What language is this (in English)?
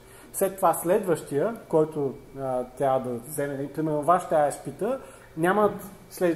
Bulgarian